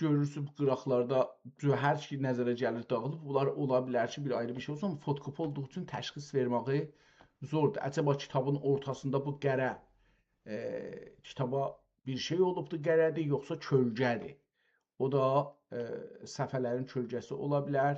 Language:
South Azerbaijani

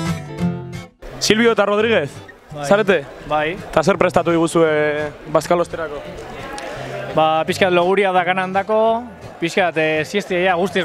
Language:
Basque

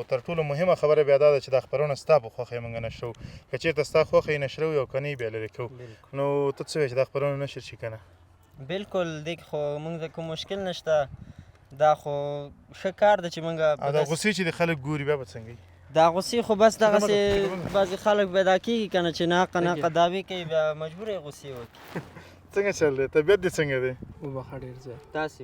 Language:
Pashto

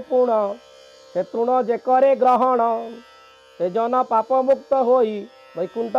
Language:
Odia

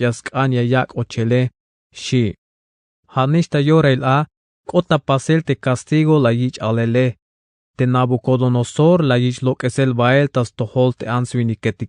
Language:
Tzeltal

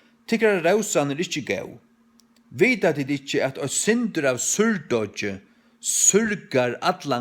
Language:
Faroese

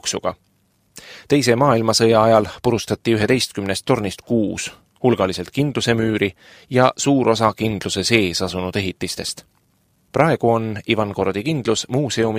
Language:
Estonian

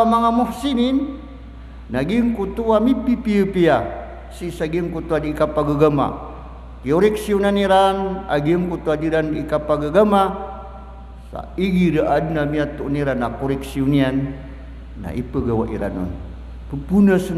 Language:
Maranao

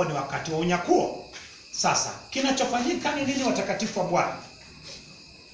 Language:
Swahili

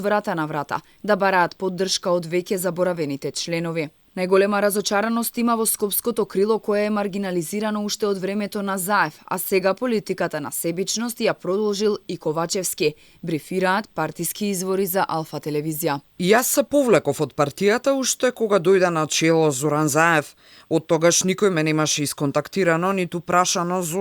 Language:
Macedonian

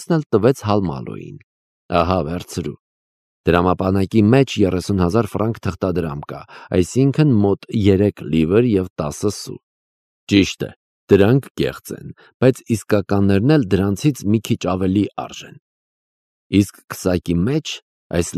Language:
Armenian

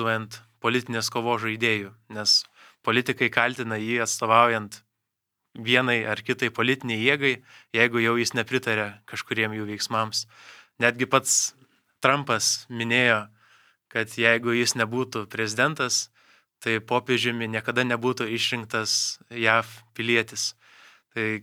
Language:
Lithuanian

